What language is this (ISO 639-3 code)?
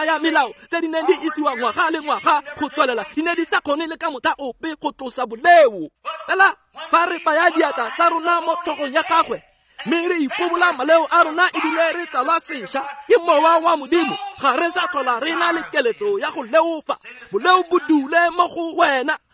tsn